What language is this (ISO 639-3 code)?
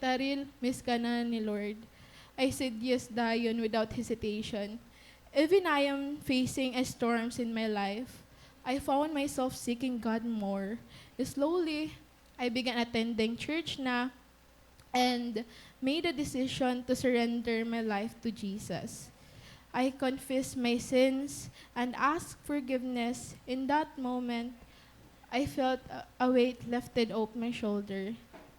war